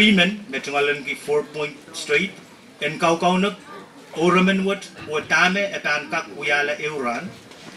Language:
Pohnpeian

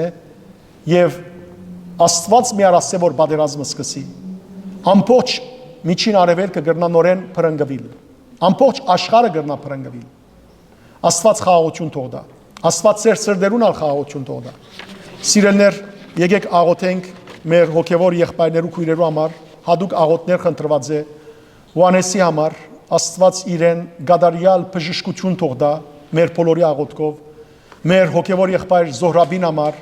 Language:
Western Armenian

